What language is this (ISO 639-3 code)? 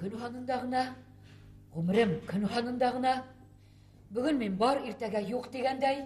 bak